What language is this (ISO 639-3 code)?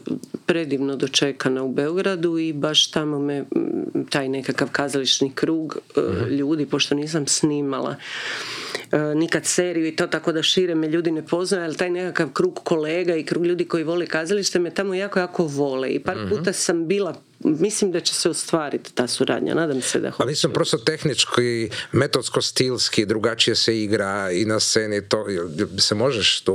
hrv